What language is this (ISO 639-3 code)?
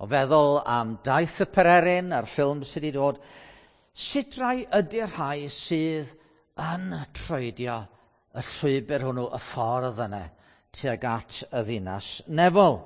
cym